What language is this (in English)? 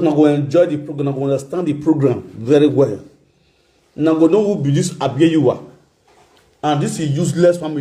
Nigerian Pidgin